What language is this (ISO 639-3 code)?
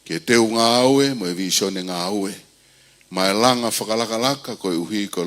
ton